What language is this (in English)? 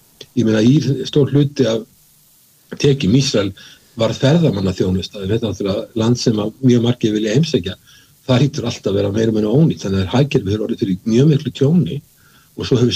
Icelandic